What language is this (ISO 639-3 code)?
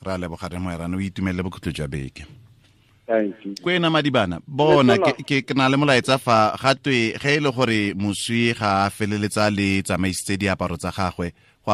tsn